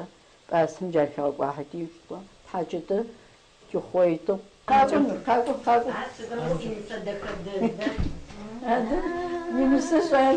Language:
Adyghe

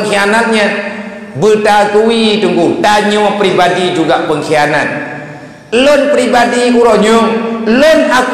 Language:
Achinese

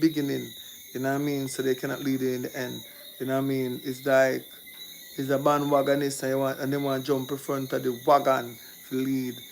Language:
Jamaican Creole English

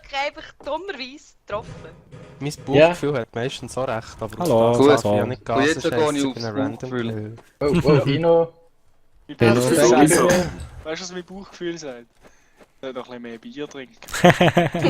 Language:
Swiss German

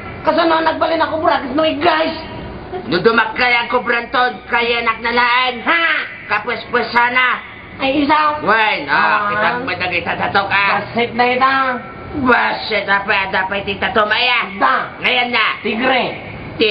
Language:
Iloko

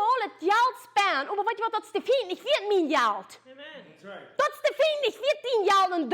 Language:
Plautdietsch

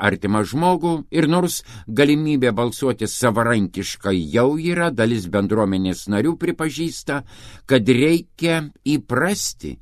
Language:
Lithuanian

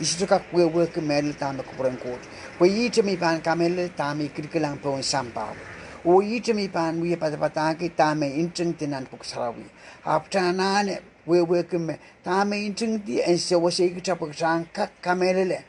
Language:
Pohnpeian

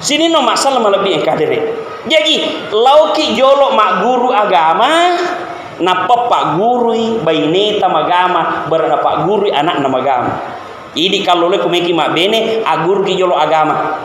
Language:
Buginese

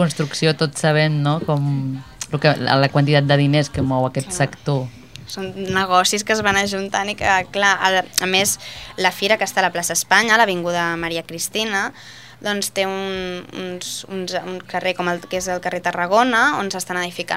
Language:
Catalan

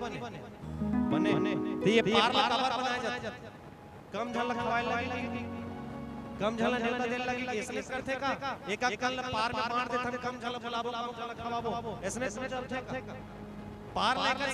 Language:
Chhattisgarhi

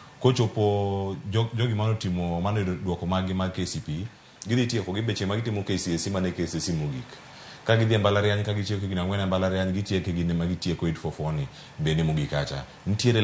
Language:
Luo (Kenya and Tanzania)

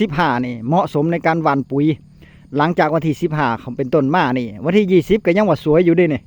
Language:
Northeastern Thai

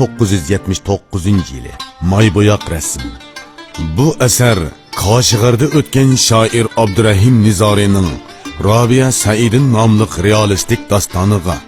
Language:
Uyghur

